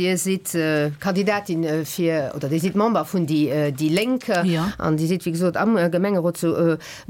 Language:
Luxembourgish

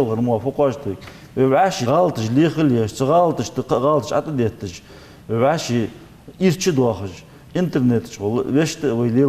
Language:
Ingush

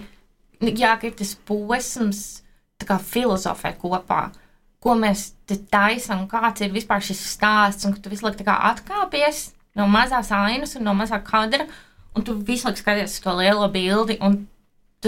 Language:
Latvian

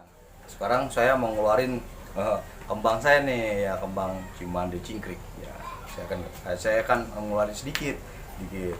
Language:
Betawi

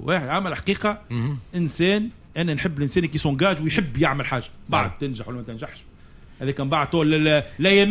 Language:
Tunisian Arabic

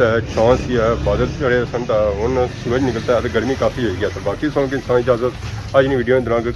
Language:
Pahari-Potwari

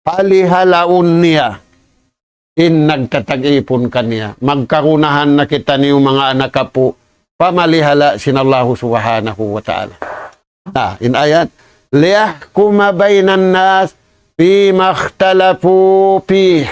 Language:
Tausug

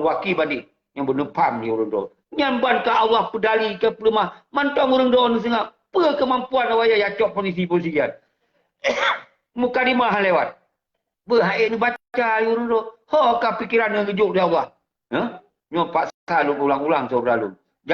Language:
Achinese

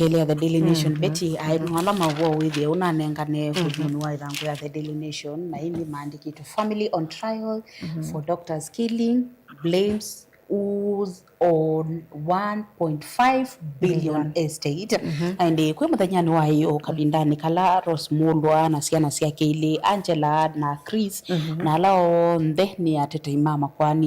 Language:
Kamba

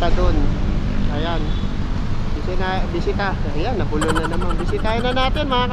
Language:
Filipino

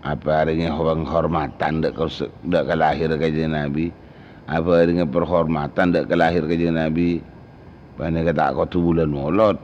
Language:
Madurese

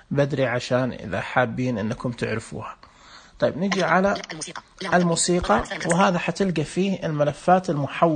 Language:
Najdi Arabic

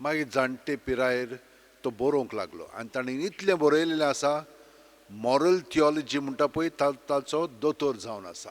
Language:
Konkani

